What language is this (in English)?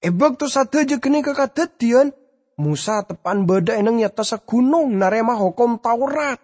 Madurese